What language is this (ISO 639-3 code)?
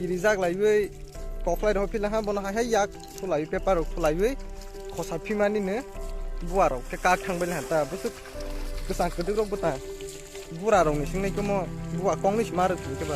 trp